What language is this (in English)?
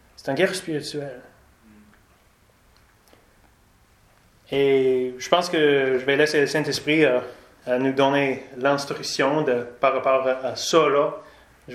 French